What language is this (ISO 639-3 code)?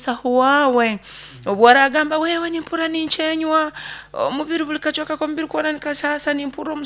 nyn